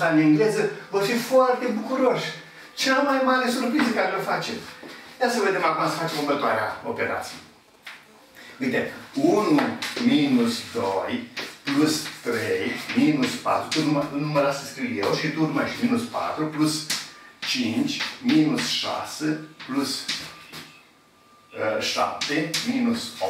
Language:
Romanian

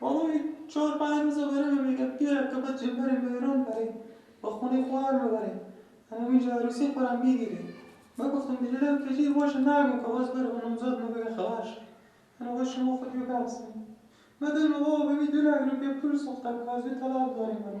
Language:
Persian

